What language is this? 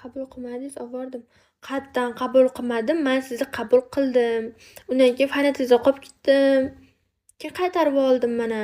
Uzbek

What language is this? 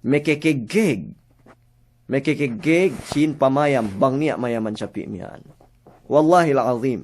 Yakan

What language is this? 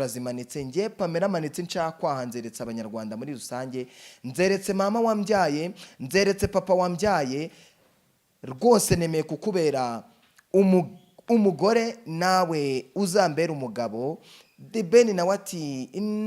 Kinyarwanda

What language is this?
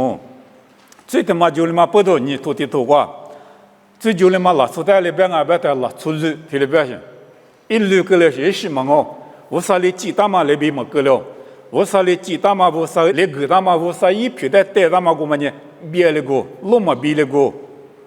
Lisu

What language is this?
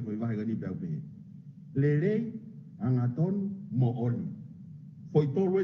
Tongan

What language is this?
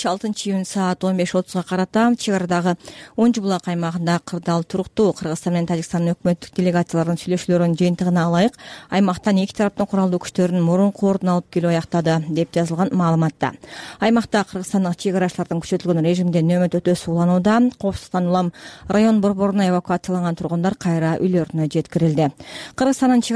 Kyrgyz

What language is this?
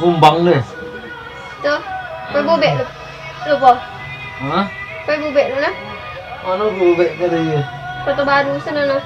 Minangkabau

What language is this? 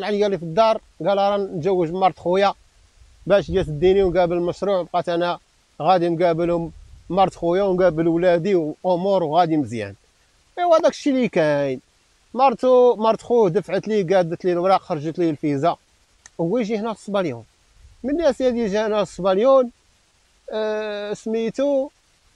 Moroccan Arabic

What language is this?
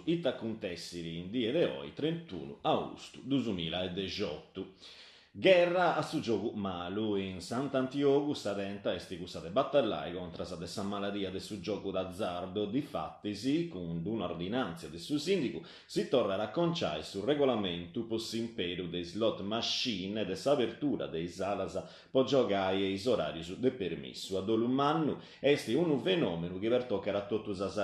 Sardinian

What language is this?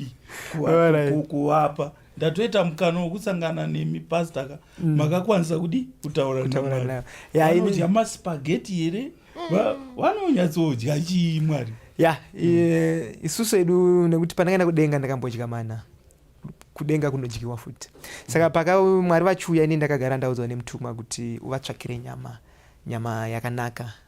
Shona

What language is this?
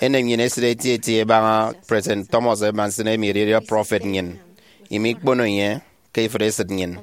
Efik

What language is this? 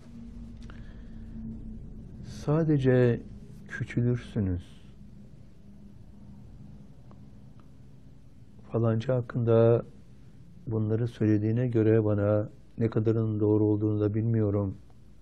Turkish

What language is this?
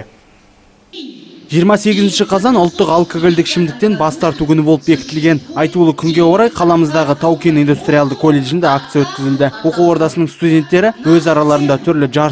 Kazakh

